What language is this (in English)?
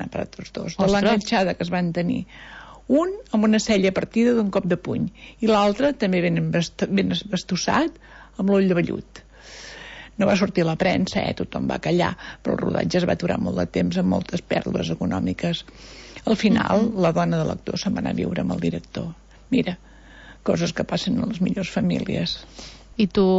Catalan